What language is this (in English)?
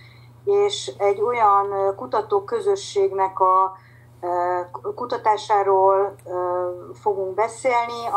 Hungarian